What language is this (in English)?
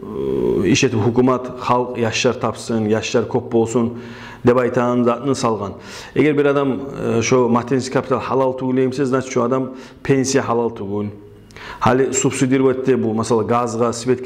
Kumyk